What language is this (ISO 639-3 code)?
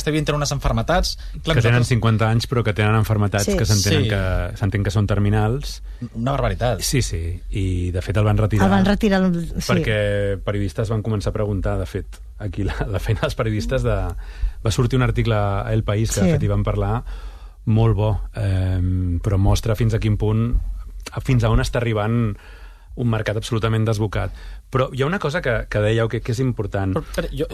cat